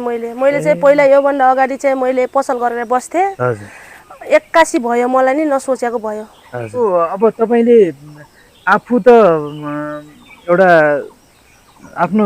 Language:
Nepali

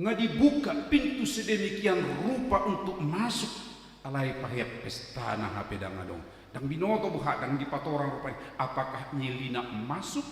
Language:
Batak Toba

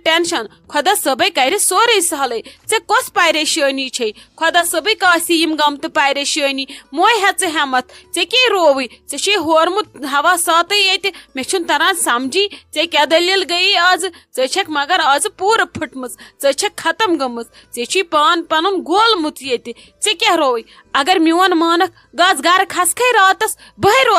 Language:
Kashmiri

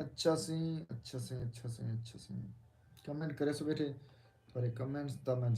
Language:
Saraiki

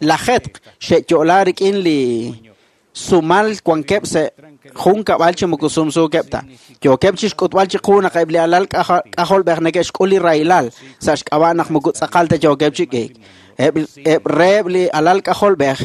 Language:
Kekchí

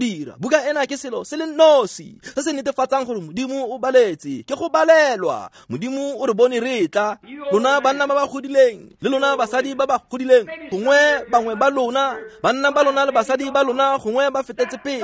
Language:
Tswana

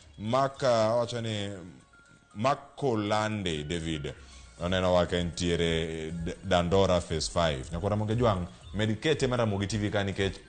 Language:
Luo (Kenya and Tanzania)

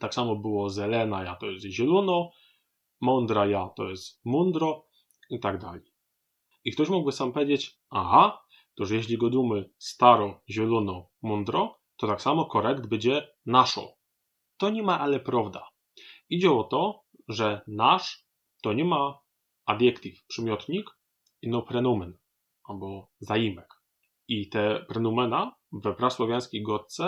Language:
Silesian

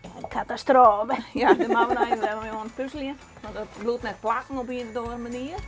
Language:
Western Frisian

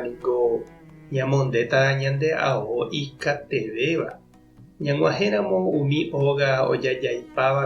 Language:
Guarani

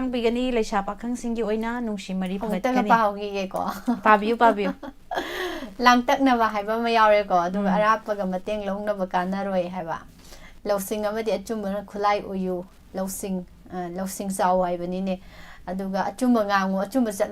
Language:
Manipuri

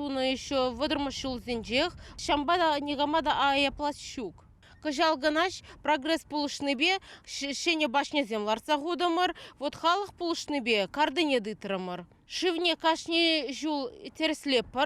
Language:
Chuvash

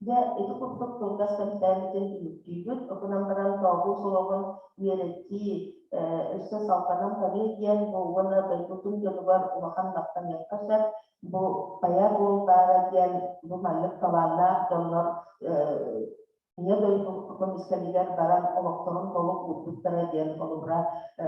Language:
Yakut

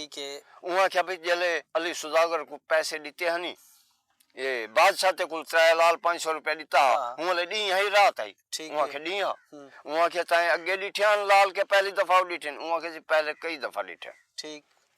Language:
Saraiki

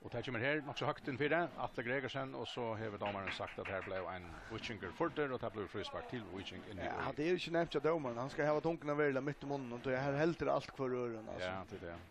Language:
Faroese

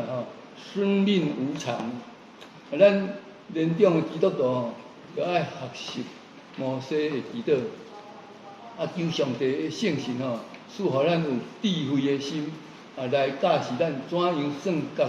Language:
Min Nan Chinese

